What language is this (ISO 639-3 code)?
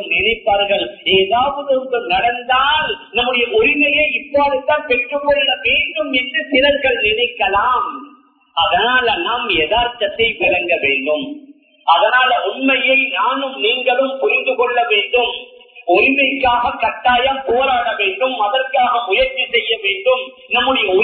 tam